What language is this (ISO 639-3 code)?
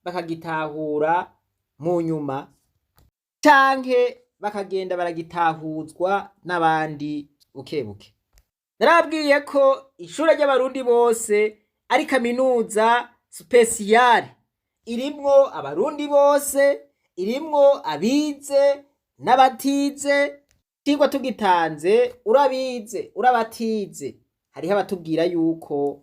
run